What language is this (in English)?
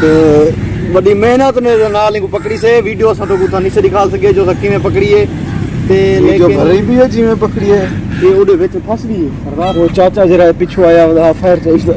Saraiki